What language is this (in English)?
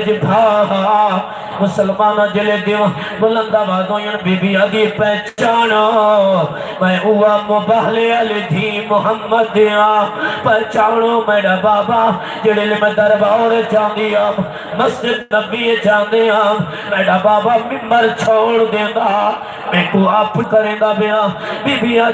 Saraiki